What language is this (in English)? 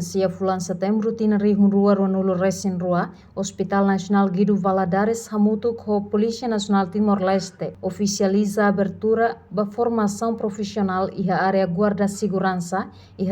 Tetum